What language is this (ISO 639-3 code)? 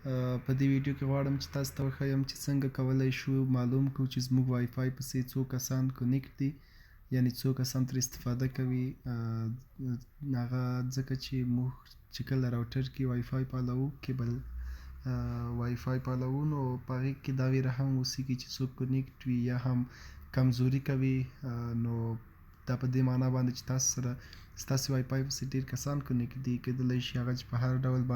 pus